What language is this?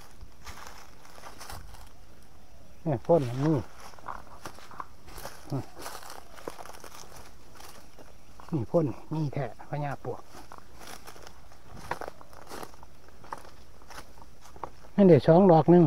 Thai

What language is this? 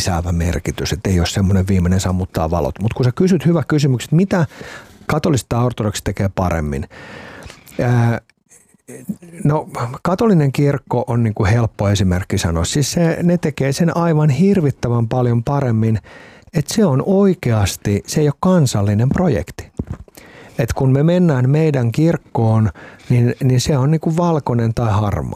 Finnish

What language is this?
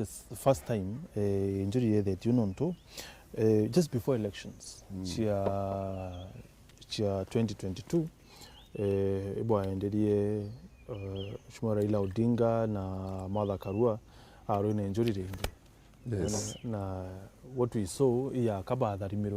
Meru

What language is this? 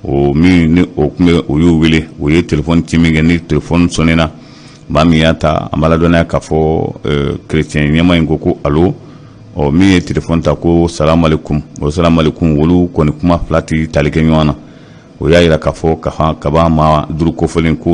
Bambara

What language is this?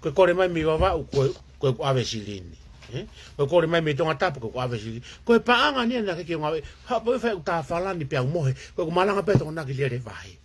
Tongan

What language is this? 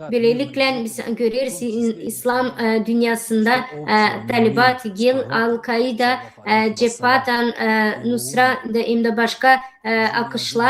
Gagauz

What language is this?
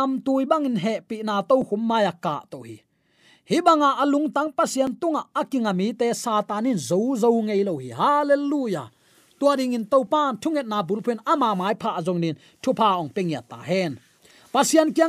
Tedim Chin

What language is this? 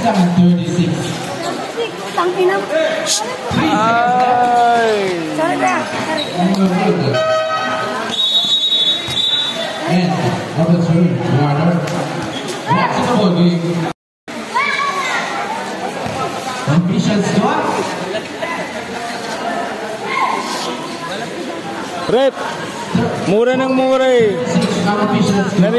Filipino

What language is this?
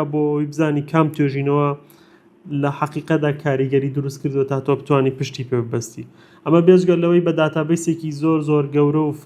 Central Kurdish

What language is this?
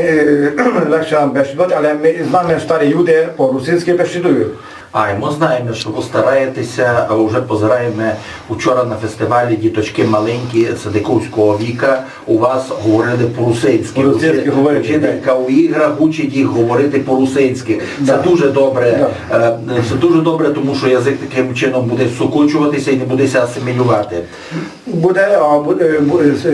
Rusyn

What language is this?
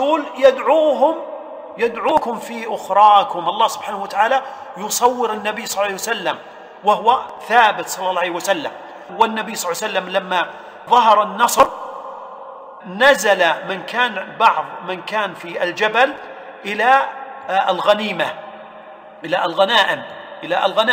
Arabic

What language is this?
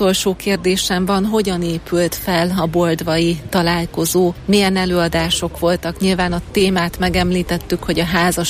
Hungarian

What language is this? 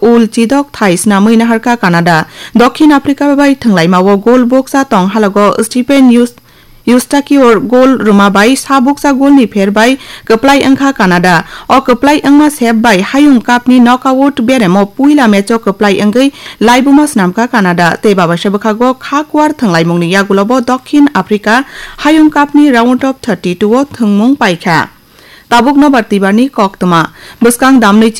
Kok Borok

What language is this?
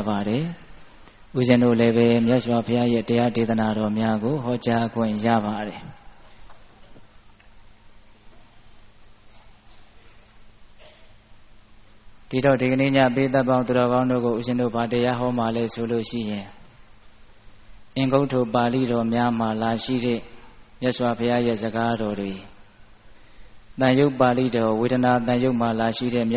Burmese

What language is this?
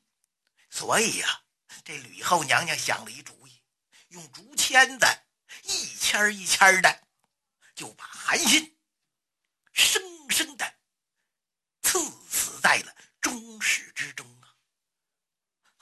Chinese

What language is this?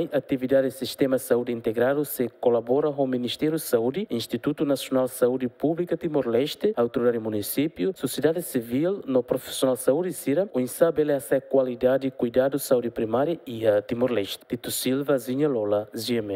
Tetum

